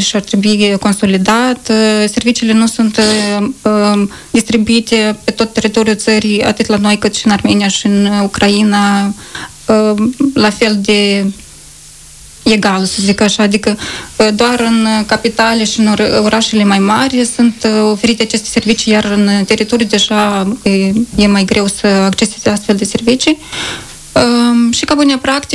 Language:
Romanian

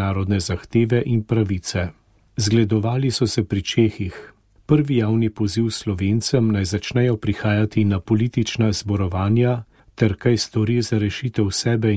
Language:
Slovenian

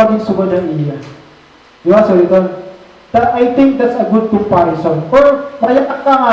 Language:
Waray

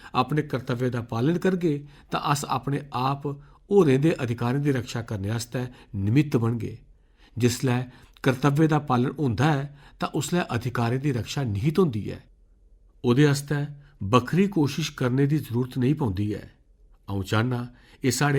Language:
Dogri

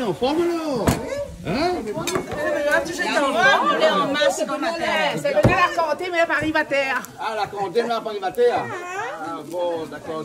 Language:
Réunion Creole French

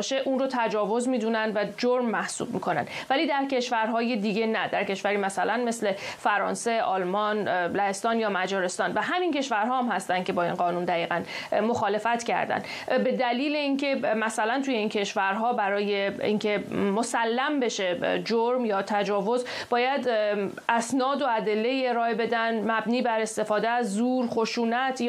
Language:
Persian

